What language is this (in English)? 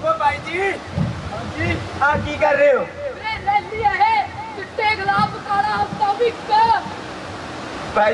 Punjabi